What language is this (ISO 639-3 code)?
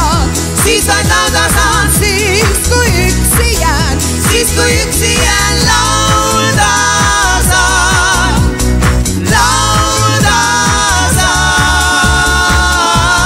est